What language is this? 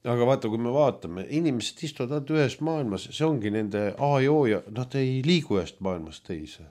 Estonian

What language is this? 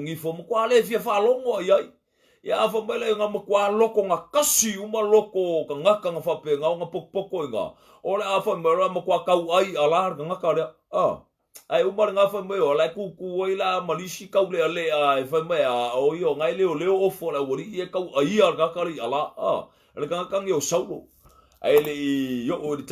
Samoan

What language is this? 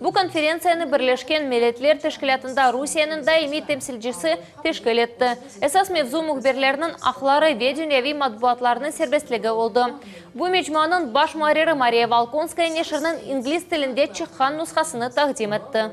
Crimean Tatar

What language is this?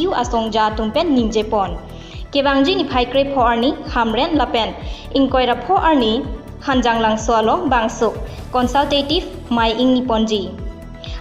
Karbi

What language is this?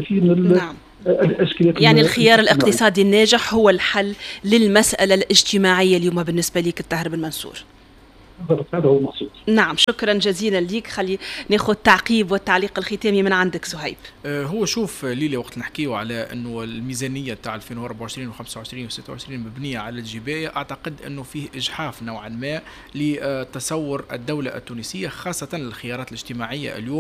Tunisian Arabic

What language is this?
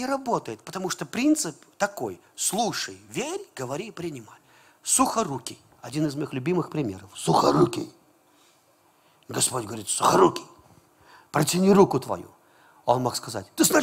Russian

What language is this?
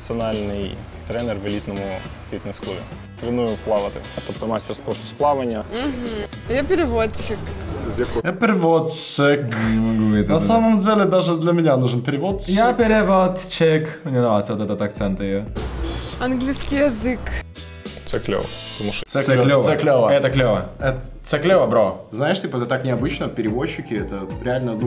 Russian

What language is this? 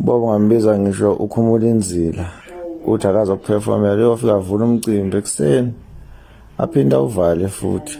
Zulu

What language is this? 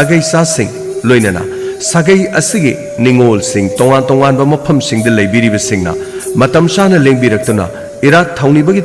Manipuri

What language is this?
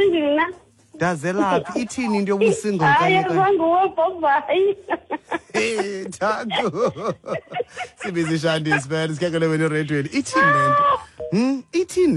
Xhosa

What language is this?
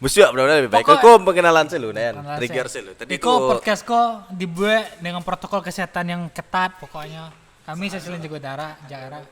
Minangkabau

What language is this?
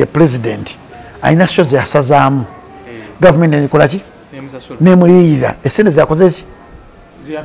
Ganda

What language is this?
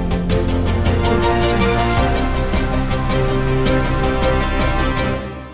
Karbi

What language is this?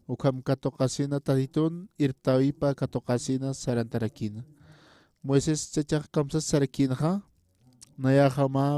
Aymara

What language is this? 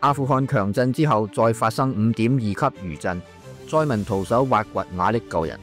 Cantonese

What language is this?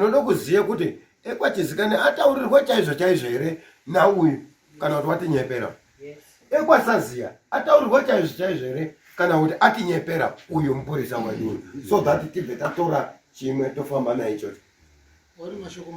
Shona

